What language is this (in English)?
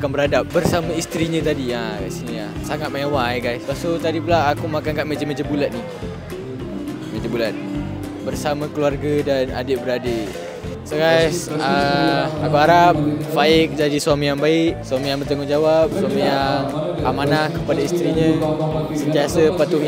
Malay